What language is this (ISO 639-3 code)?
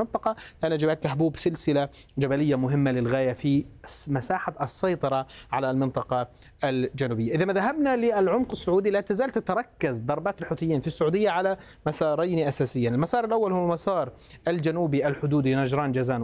ara